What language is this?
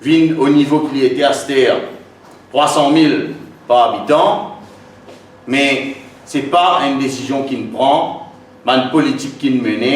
Morisyen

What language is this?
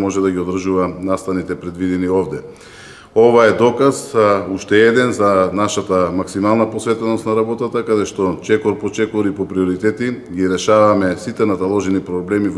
Macedonian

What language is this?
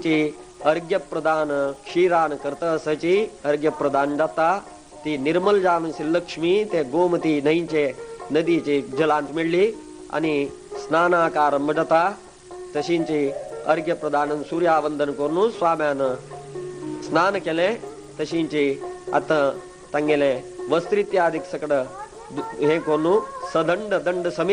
Konkani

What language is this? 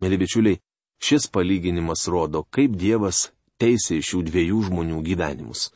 Lithuanian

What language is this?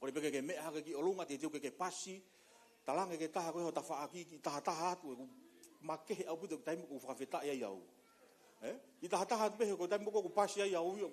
Tongan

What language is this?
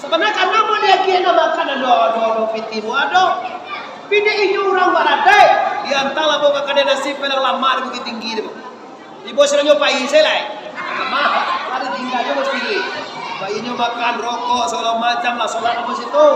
Minangkabau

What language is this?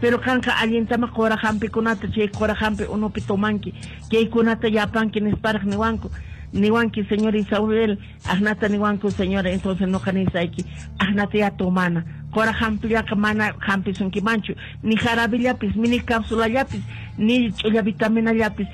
Quechua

